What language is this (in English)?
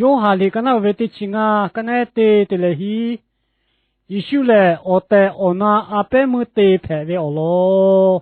Lahu